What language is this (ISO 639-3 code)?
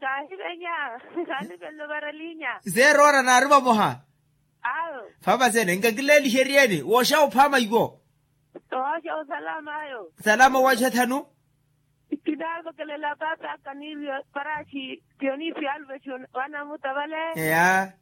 vmw